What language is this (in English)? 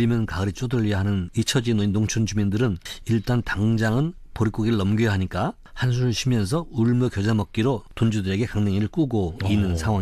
Korean